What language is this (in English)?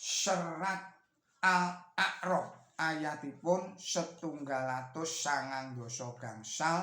Javanese